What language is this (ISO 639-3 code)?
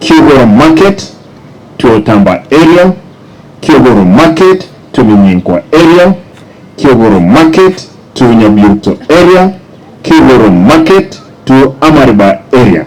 guz